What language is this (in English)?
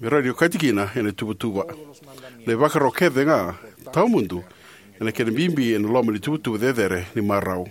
Fijian